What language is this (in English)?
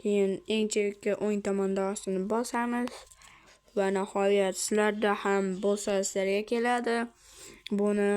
Uzbek